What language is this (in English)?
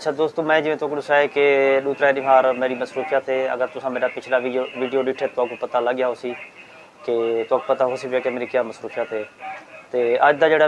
Saraiki